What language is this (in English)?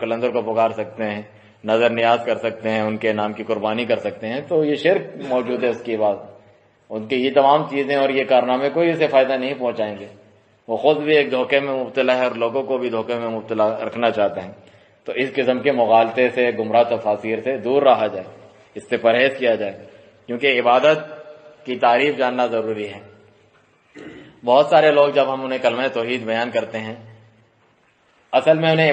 Urdu